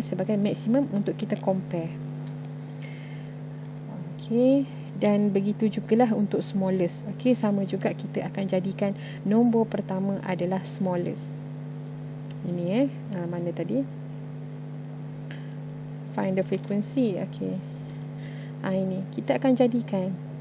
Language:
Malay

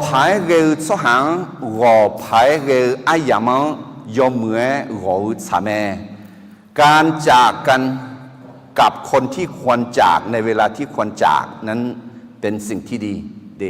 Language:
Akha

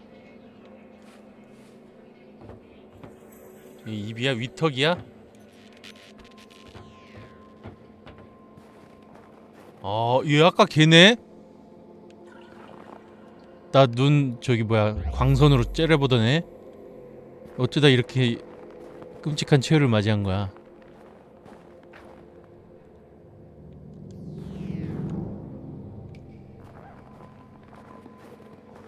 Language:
Korean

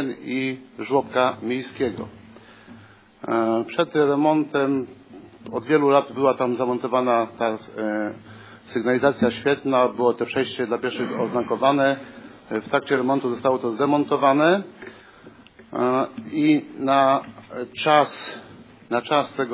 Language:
Polish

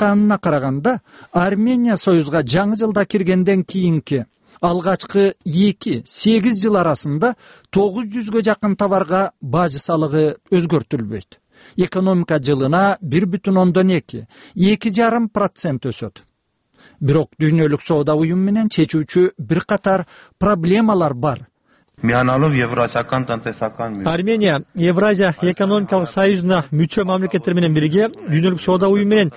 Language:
Kyrgyz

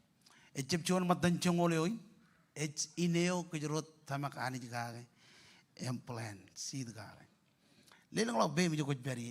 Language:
Marshallese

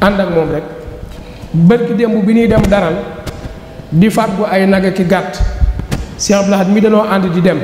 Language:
Wolof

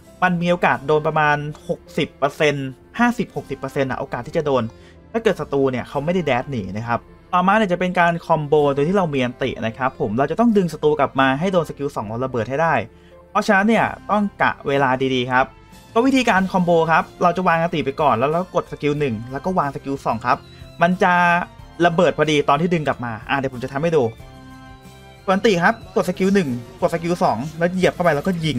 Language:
Thai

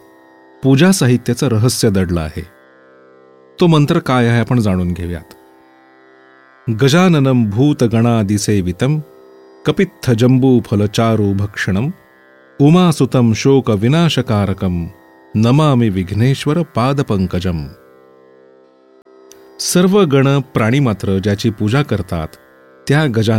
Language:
Marathi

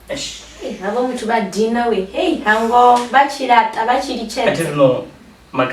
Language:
Venda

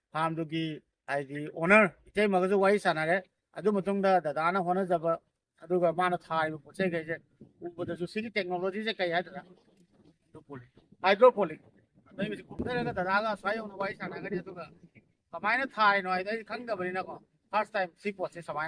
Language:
Manipuri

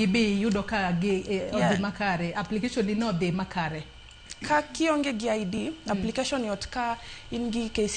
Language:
Luo (Kenya and Tanzania)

